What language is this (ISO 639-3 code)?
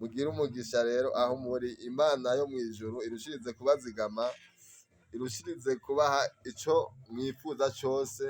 run